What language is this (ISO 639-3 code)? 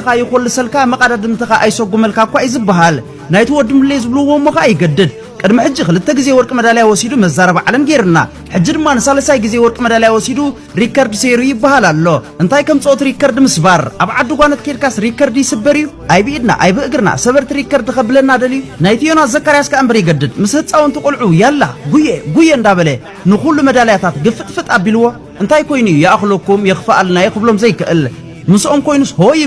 tir